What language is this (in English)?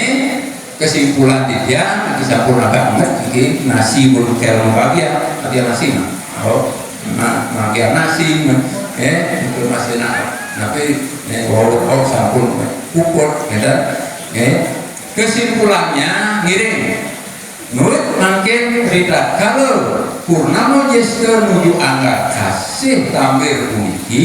Balinese